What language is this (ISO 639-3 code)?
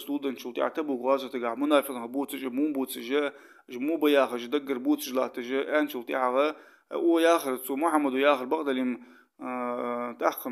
inh